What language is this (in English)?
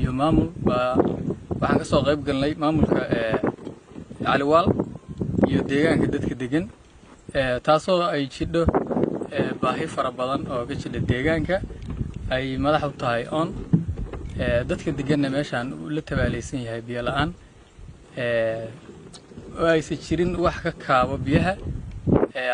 Somali